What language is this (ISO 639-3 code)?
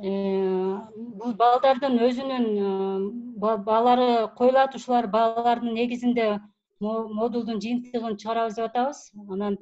kir